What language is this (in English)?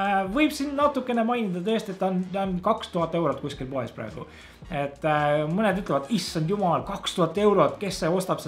Estonian